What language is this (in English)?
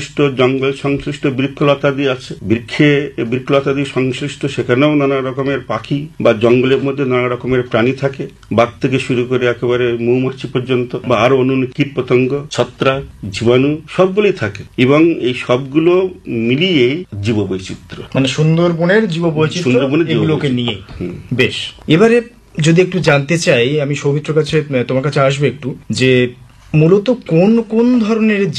Bangla